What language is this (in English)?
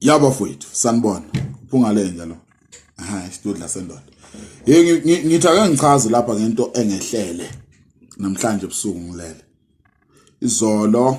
Zulu